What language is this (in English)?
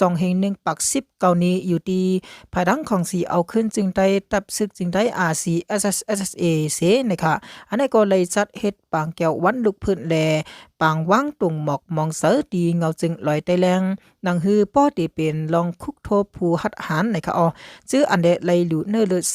Shan